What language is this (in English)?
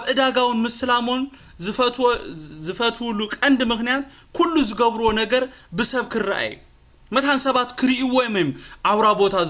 Tigrinya